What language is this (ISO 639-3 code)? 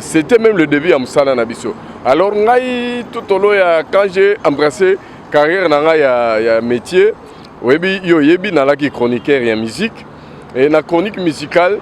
lin